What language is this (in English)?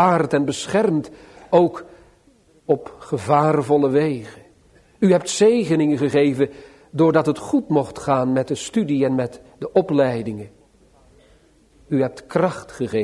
Dutch